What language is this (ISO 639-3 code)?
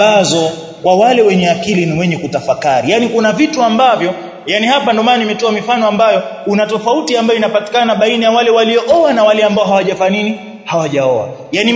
swa